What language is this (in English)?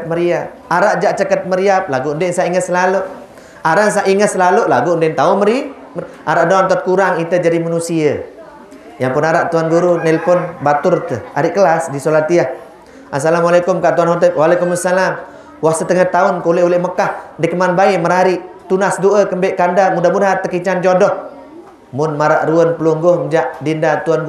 Sasak